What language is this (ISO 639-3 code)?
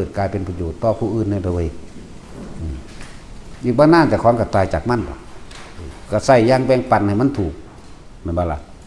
tts